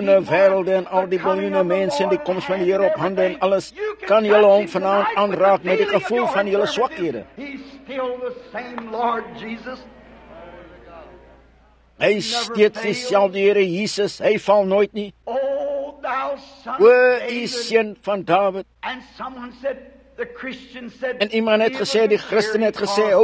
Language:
Afrikaans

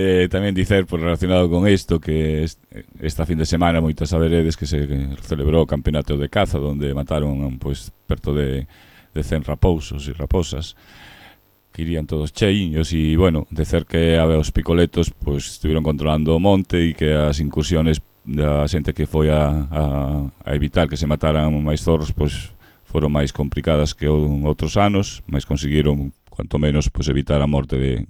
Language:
Galician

